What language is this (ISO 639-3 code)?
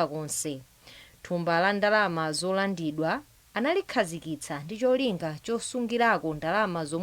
nya